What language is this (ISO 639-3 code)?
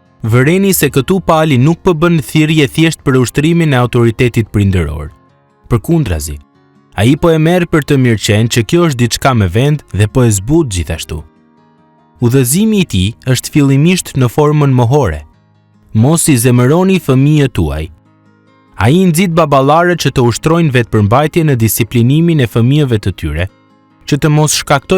sqi